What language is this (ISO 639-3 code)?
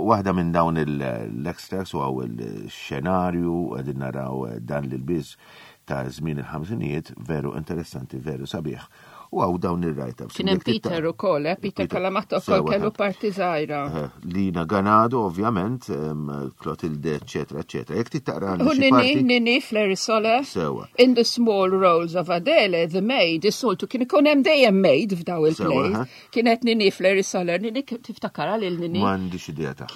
mlt